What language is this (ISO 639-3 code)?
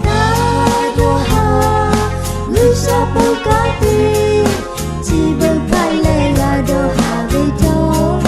lhu